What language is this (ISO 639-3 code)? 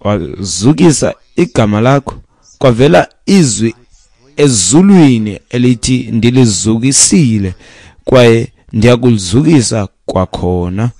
xho